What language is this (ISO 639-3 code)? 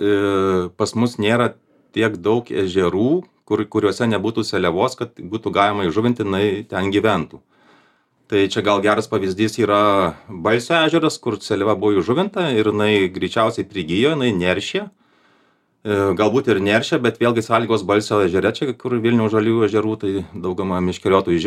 lit